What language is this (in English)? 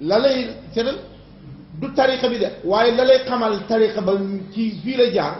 Wolof